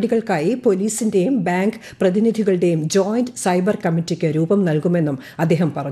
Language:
Malayalam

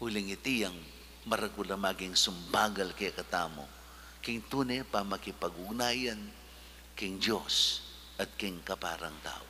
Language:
Pampanga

